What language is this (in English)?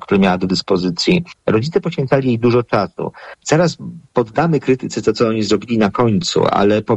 Polish